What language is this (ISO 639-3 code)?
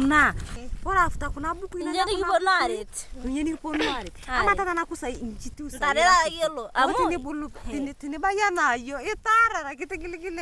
mas